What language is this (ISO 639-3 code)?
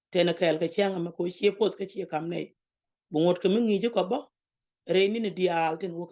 nus